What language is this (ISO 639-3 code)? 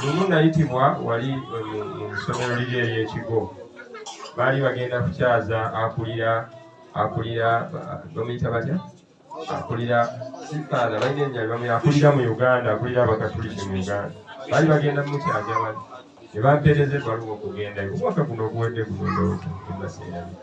lug